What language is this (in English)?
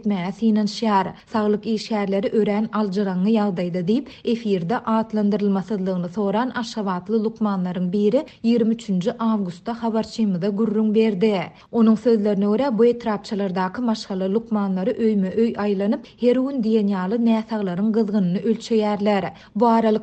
Turkmen